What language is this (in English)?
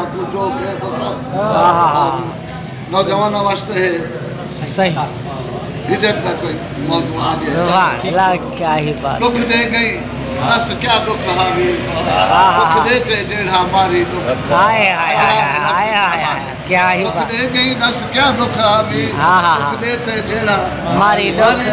Saraiki